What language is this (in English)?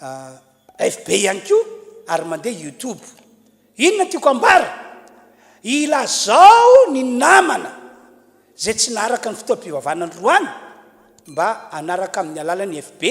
Malagasy